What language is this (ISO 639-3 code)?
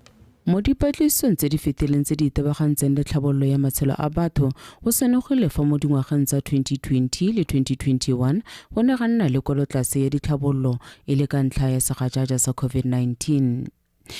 tsn